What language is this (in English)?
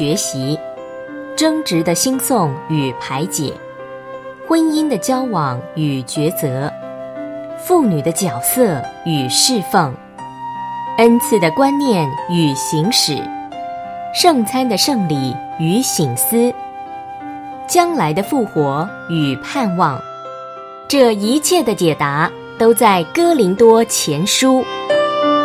Chinese